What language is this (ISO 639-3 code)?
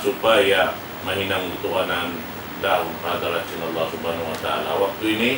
tsg